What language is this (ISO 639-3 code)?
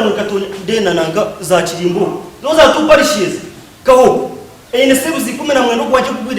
nyn